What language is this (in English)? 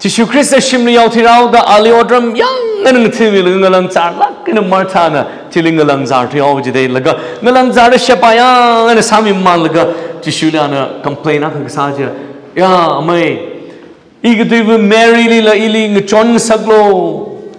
Tangkhul Naga (India)